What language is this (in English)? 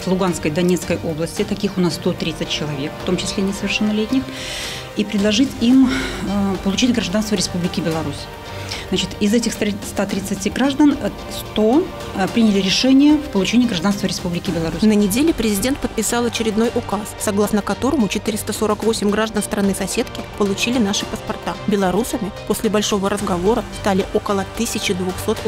Russian